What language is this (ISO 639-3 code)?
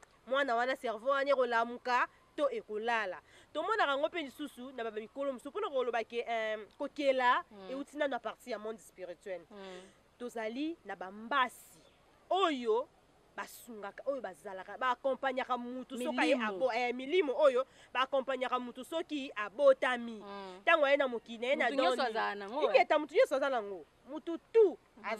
lin